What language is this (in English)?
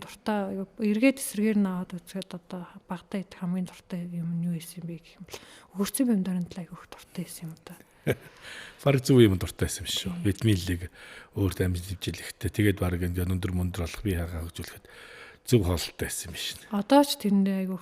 Mongolian